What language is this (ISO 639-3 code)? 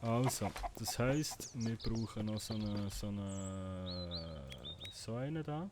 gsw